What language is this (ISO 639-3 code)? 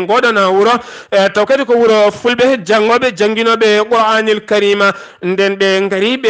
ful